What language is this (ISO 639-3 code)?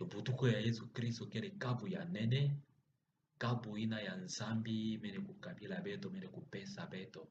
ktu